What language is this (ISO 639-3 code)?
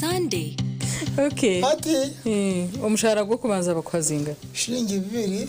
nyn